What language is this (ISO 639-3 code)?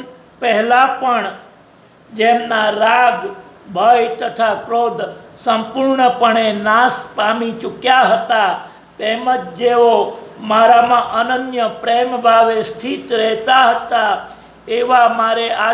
guj